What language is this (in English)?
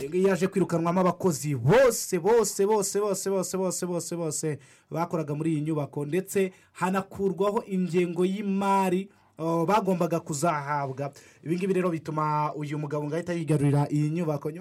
Kinyarwanda